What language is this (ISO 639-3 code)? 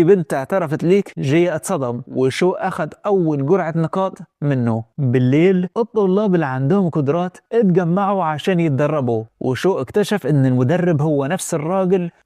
arz